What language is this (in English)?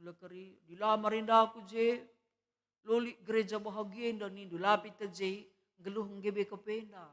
Batak Karo